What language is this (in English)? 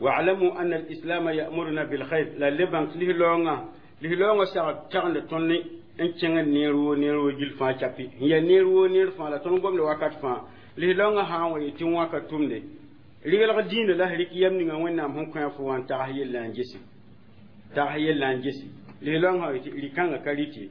Mossi